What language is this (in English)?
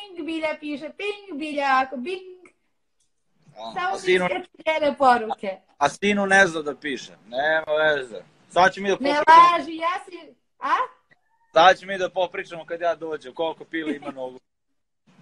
Serbian